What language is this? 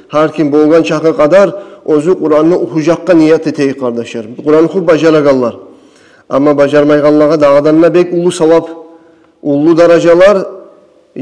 Kumyk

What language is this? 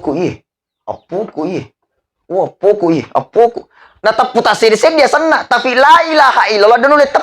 Buginese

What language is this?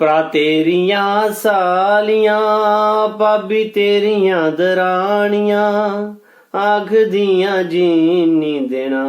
Dogri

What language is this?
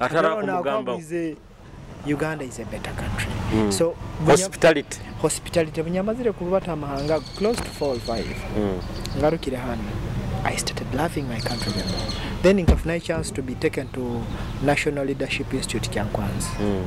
Nyoro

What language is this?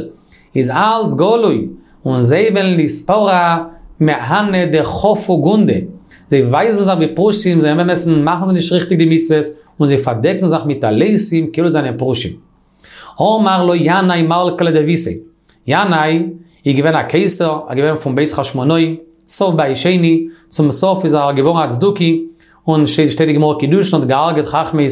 Yiddish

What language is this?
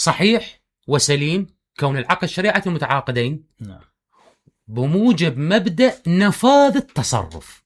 Mesopotamian Arabic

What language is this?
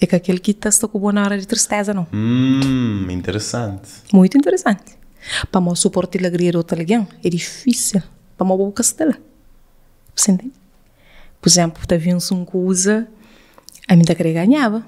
Kabuverdianu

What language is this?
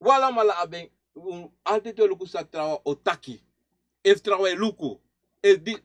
Sranan Tongo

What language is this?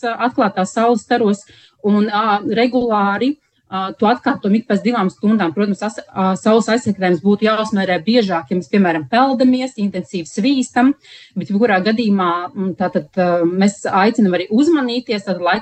Latvian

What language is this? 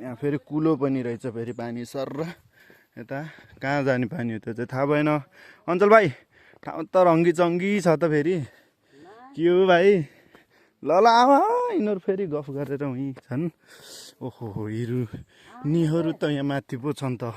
Nepali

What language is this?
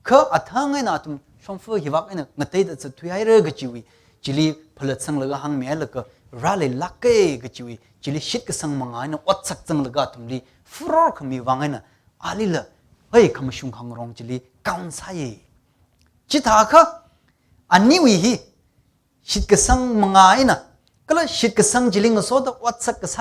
Tangkhul Naga (India)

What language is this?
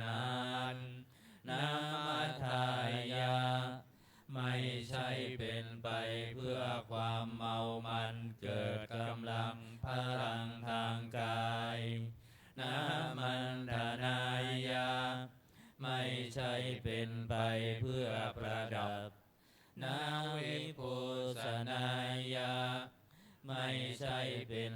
Pali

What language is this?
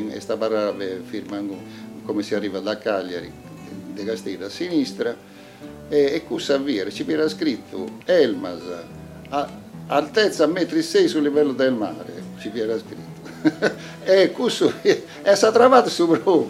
Sardinian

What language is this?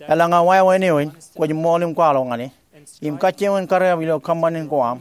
Marshallese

